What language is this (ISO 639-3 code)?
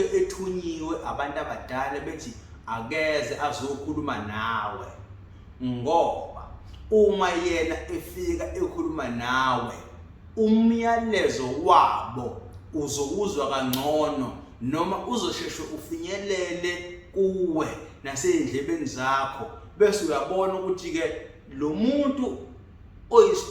zul